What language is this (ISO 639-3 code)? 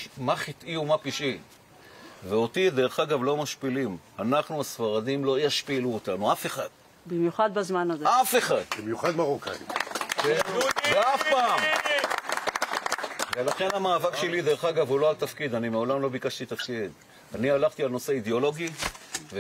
heb